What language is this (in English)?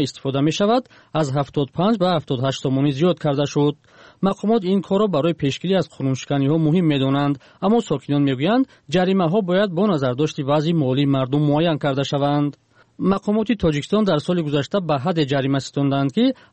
Persian